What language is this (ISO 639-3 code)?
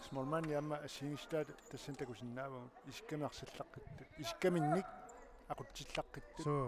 kal